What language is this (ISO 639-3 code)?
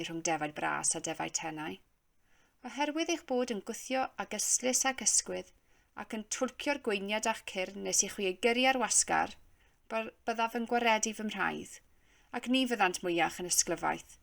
cym